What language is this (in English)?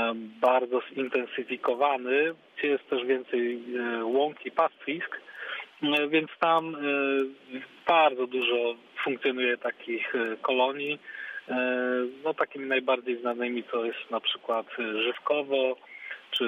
Polish